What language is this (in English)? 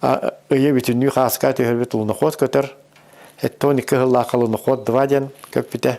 Yakut